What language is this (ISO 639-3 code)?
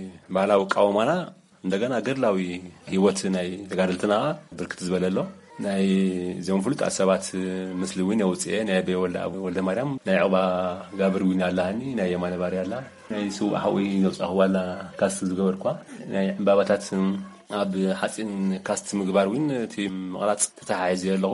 tir